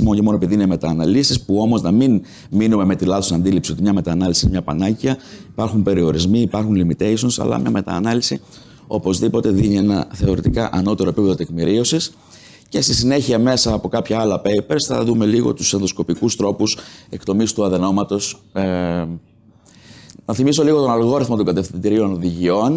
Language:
Greek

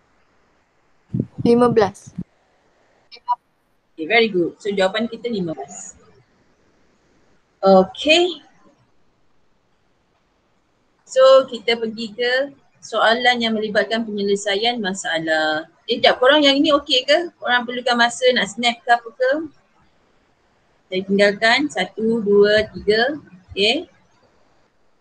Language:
Malay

